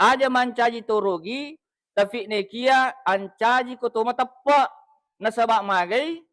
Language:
Buginese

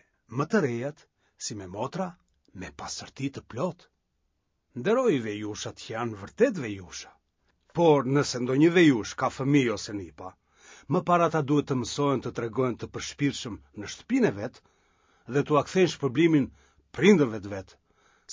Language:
Albanian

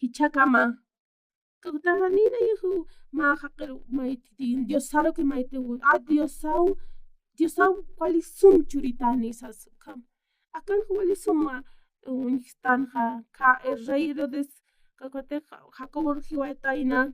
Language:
Aymara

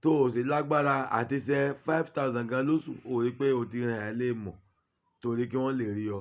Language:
Yoruba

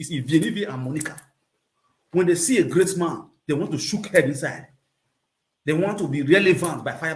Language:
Nigerian Pidgin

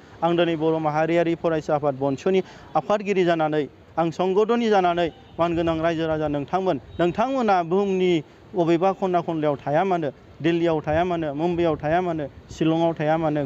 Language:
Bodo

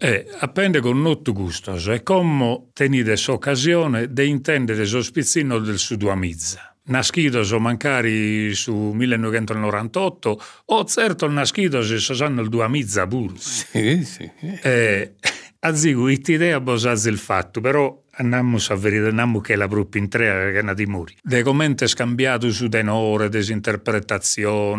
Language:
Sardinian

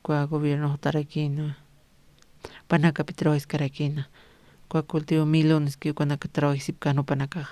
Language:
Aymara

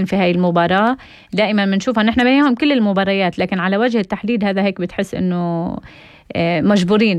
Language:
North Levantine Arabic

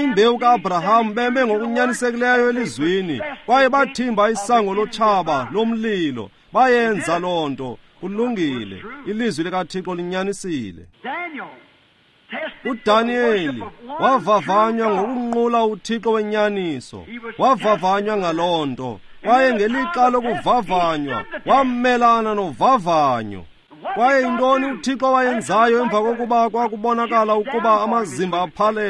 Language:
Xhosa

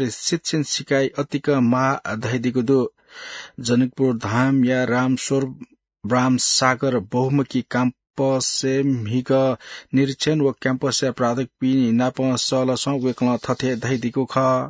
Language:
Newari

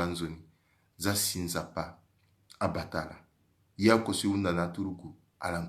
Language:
Sango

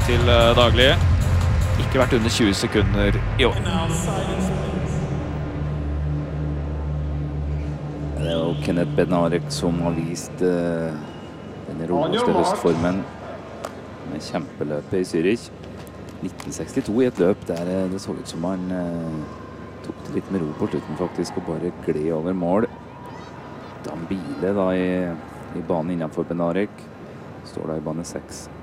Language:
Norwegian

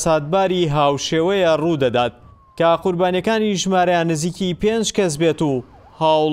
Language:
Central Kurdish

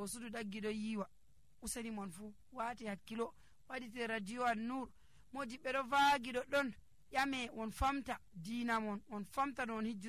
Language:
Nigerian Fulfulde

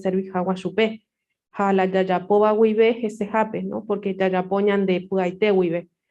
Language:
Guarani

